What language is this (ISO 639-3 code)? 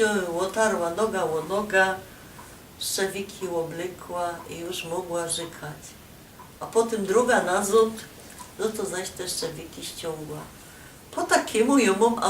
szl